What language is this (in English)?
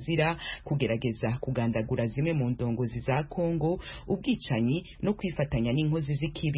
Kinyarwanda